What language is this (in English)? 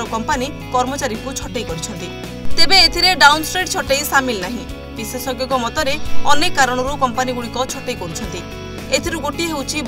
Odia